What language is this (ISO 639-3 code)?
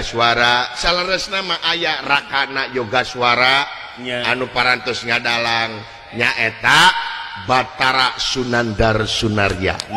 sun